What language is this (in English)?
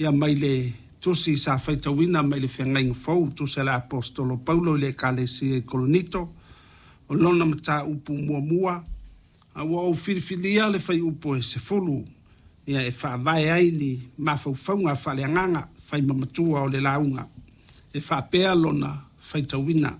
Samoan